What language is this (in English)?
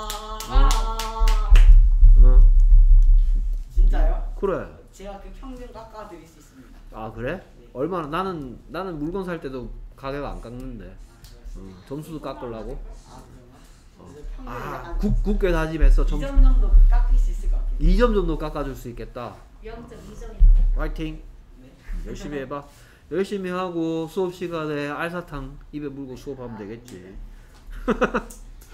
Korean